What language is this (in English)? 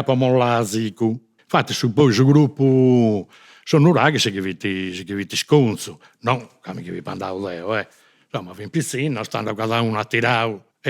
Sardinian